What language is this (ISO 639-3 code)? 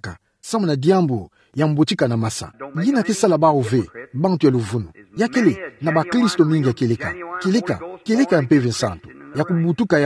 ktu